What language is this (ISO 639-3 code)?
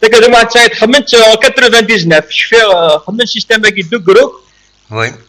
kab